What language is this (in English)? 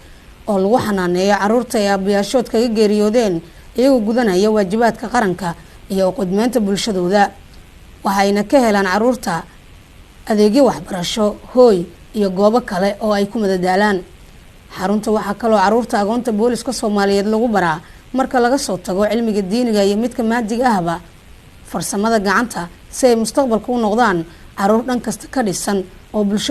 Somali